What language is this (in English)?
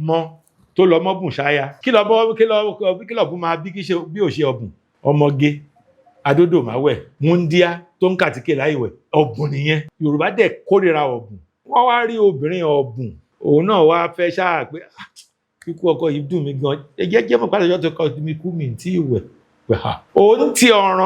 Yoruba